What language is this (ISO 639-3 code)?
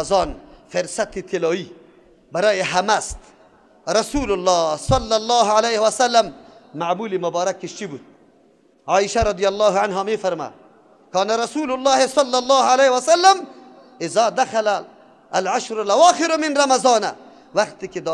fas